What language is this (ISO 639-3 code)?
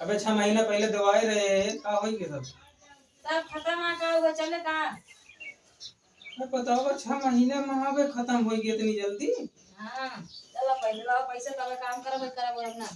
awa